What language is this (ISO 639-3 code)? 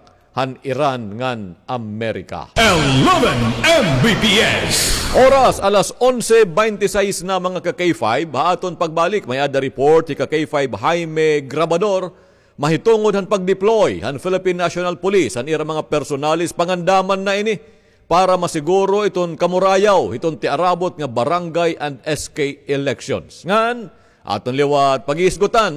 war